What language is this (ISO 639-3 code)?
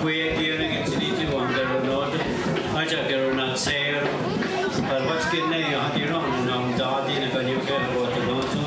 moh